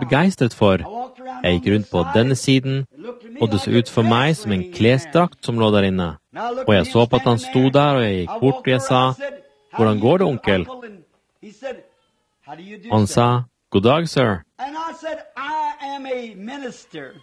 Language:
Norwegian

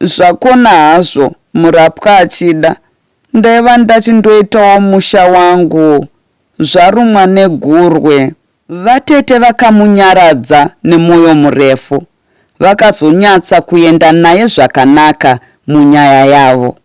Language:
Shona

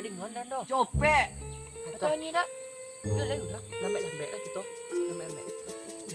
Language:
Minangkabau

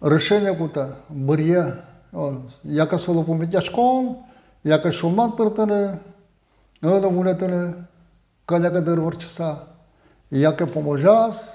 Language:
Udmurt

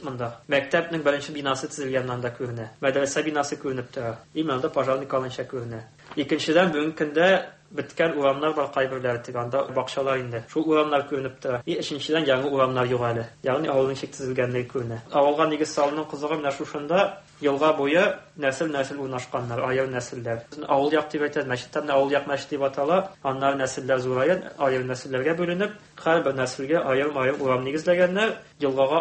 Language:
Tatar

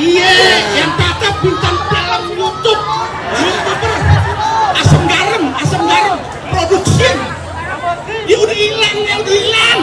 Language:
Betawi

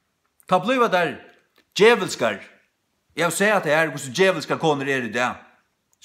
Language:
Faroese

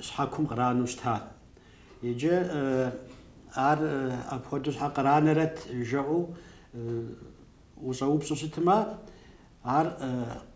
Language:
Kabardian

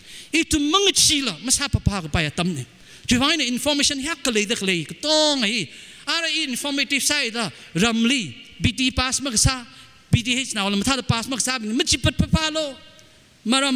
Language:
Tangkhul Naga (India)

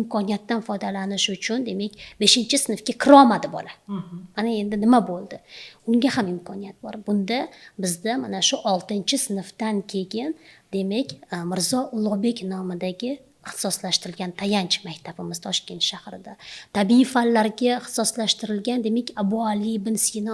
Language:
Uzbek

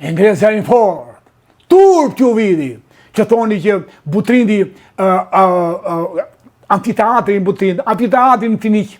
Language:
Albanian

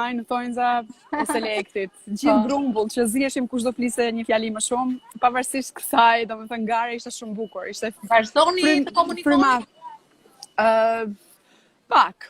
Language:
Albanian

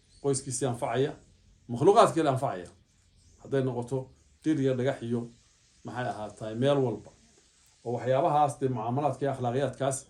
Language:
Somali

